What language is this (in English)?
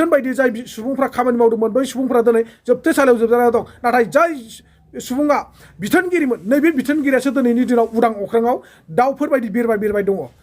Bodo